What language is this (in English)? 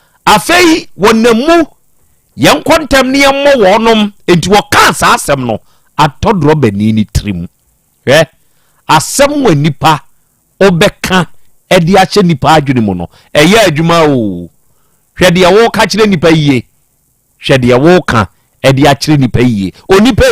Akan